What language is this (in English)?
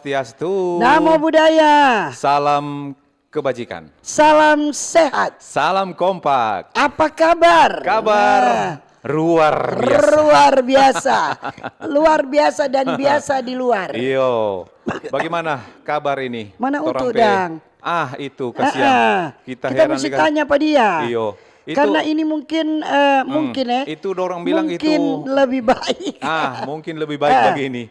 Manado Malay